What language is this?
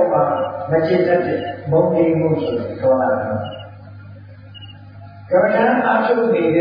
Burmese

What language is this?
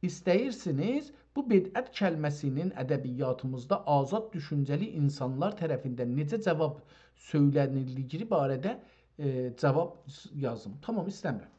South Azerbaijani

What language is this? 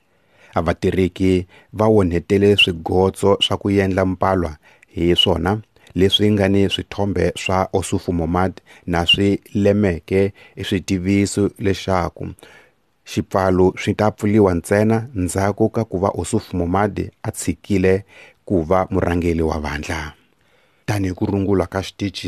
Tsonga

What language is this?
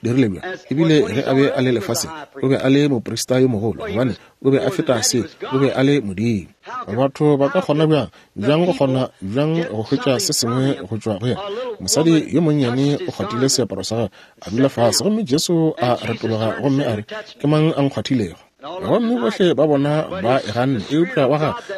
Northern Sotho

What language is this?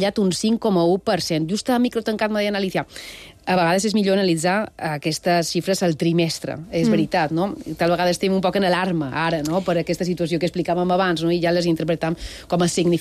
Catalan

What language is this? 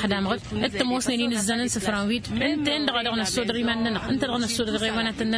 Tamasheq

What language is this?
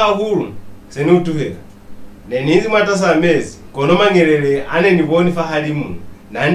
Lozi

